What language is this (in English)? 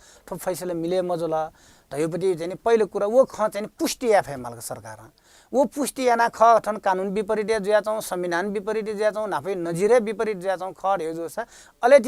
Newari